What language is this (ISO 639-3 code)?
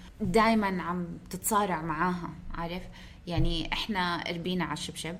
apc